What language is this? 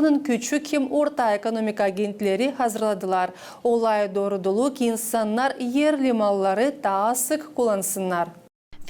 Gagauz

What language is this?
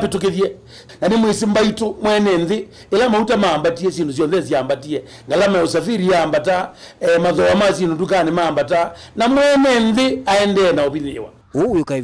Kamba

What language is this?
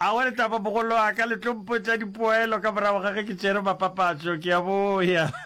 Northern Sotho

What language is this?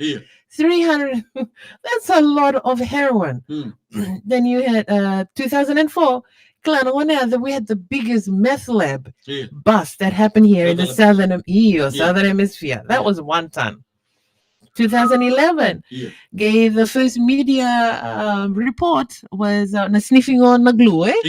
Fijian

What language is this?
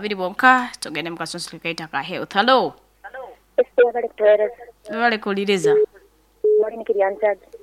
Nyoro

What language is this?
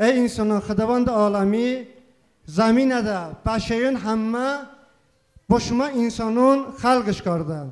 Talysh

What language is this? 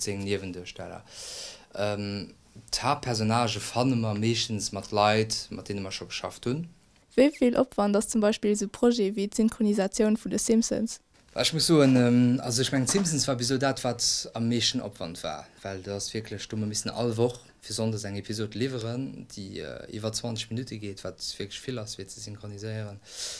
Luxembourgish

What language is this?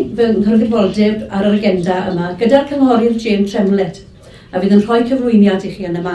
Welsh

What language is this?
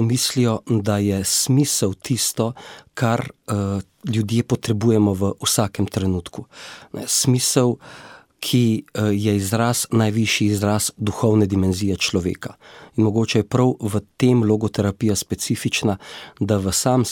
Slovenian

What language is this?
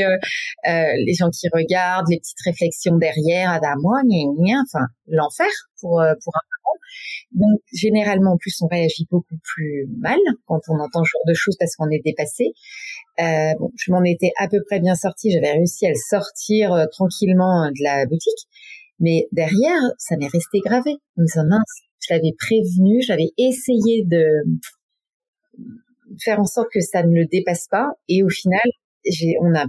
French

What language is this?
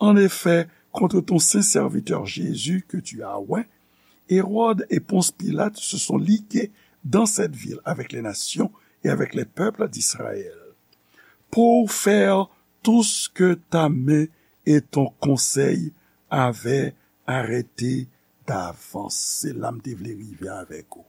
Haitian Creole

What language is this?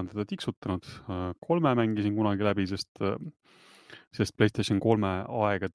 Estonian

